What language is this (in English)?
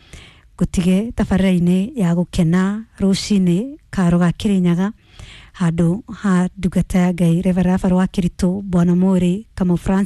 Kikuyu